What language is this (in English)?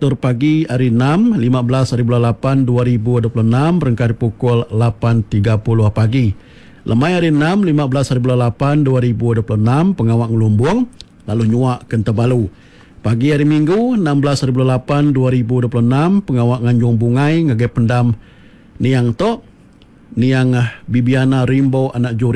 Iban